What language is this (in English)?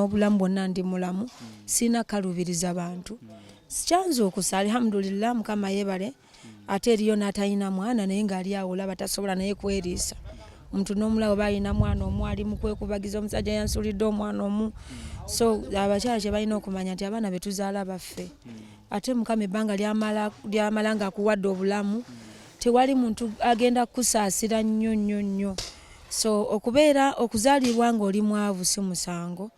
Ganda